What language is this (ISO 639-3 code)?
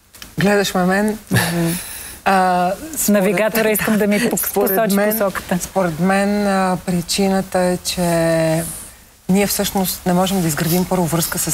bul